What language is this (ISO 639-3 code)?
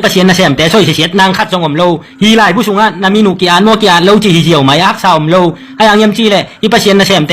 ctd